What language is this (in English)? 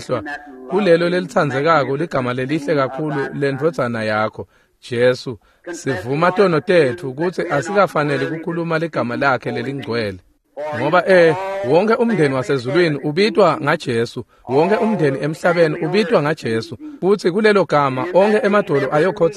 Swati